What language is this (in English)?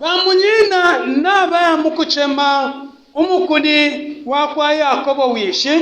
Bemba